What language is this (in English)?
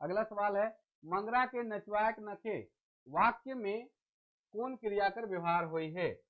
Sadri